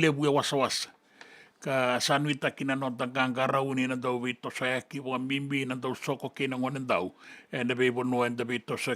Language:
Fijian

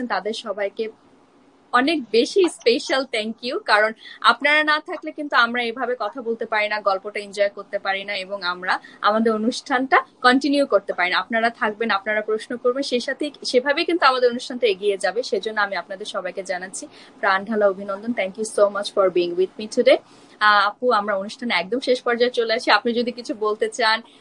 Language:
Bangla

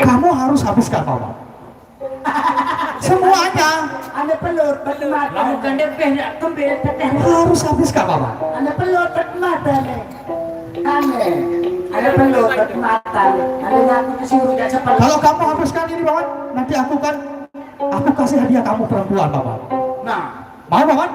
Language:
Sasak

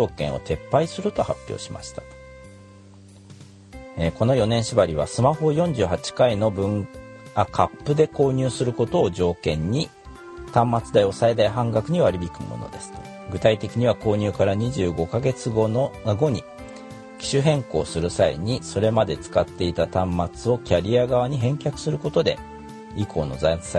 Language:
Japanese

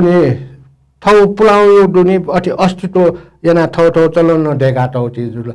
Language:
Newari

